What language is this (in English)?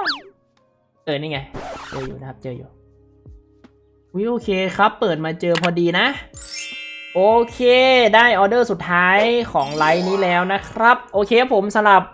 Thai